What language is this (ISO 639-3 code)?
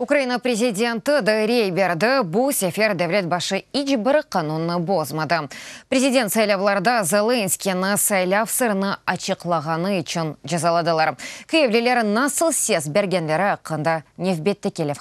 crh